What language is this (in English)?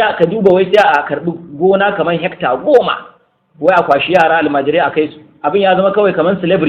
Hausa